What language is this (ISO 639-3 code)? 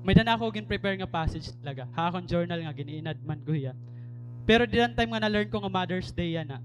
war